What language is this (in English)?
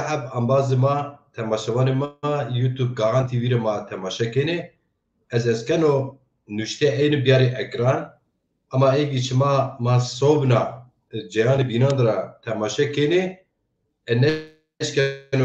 Zaza